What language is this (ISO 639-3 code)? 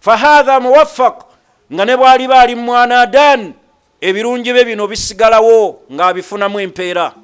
lug